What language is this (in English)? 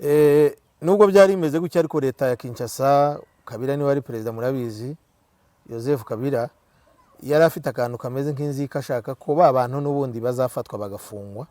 Kinyarwanda